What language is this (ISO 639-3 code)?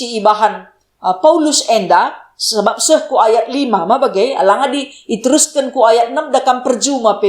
btx